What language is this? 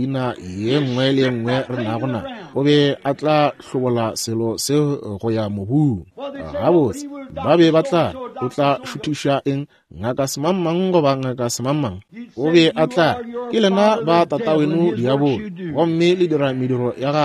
Northern Sotho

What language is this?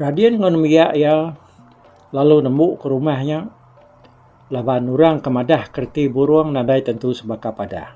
Iban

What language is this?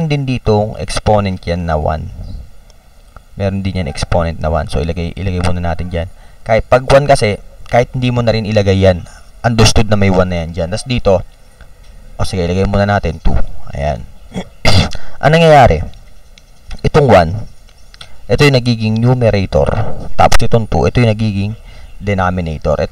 Filipino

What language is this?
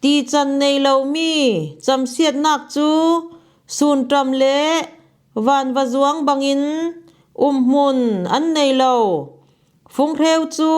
Falam Chin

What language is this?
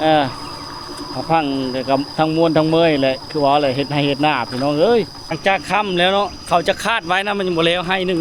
Lao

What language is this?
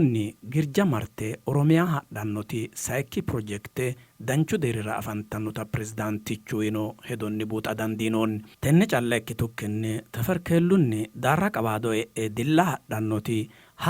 Sidamo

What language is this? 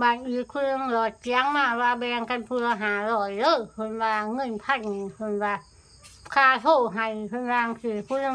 Northeastern Thai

